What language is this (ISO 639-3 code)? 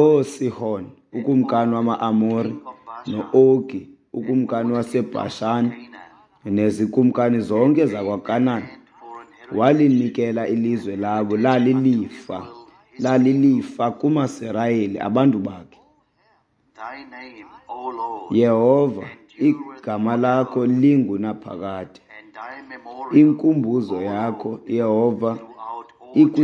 xho